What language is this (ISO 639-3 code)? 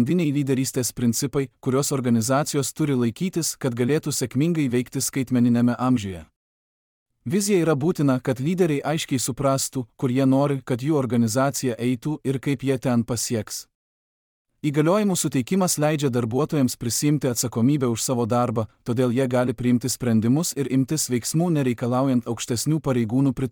lit